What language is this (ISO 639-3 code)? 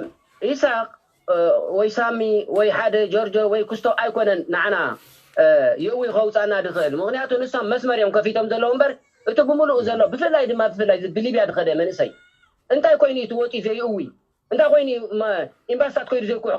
tir